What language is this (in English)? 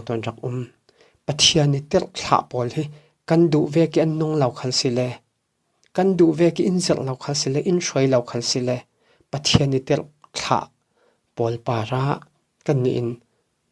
Falam Chin